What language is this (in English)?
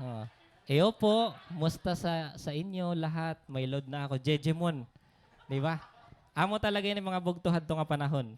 Waray